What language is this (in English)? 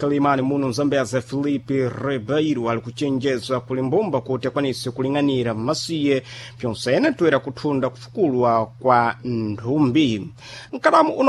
Sena